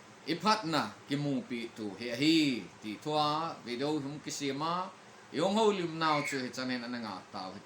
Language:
Thado Chin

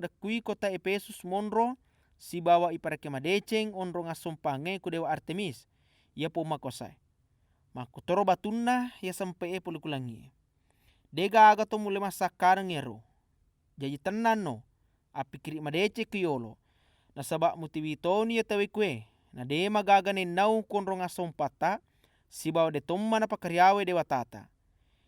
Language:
Buginese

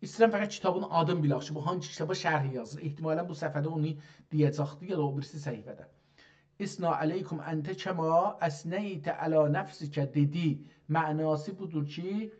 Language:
South Azerbaijani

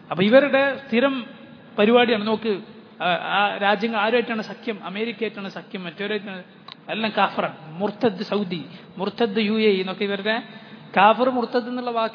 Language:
Malayalam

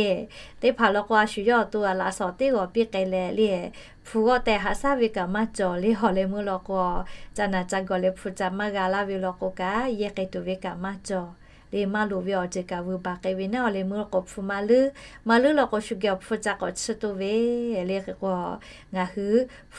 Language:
Lahu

